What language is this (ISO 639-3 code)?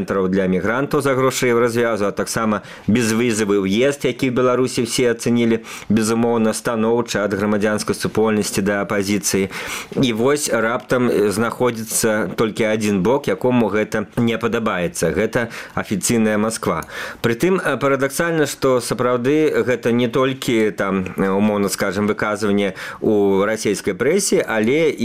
bel